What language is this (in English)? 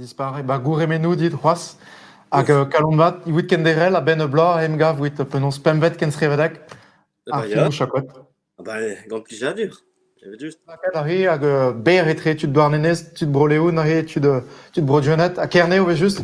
Breton